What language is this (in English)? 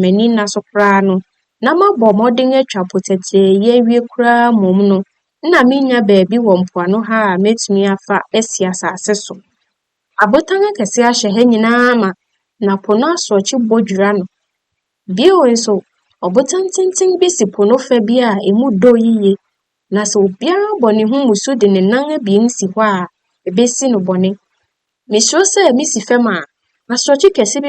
Akan